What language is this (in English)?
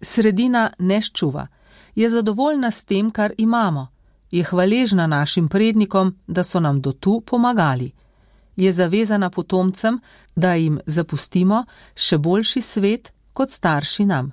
Slovenian